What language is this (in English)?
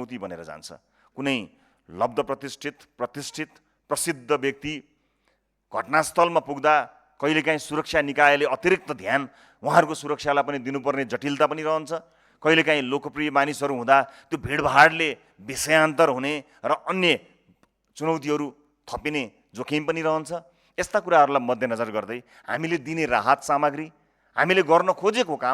Nepali